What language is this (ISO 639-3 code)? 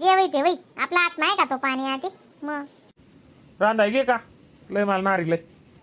khn